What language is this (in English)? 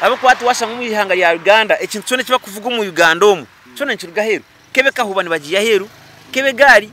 Nyankole